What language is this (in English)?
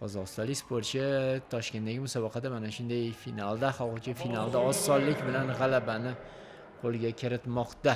Uzbek